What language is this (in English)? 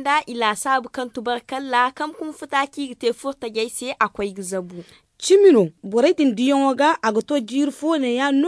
Zarma